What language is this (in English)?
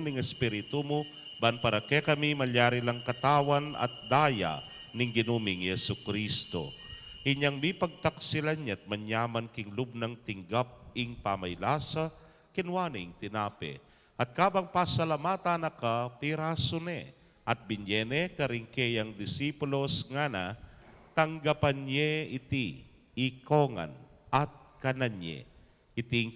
Pampanga